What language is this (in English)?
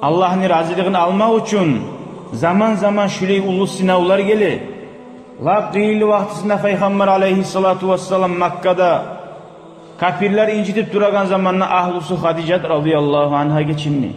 Kumyk